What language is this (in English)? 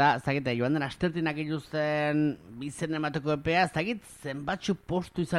Basque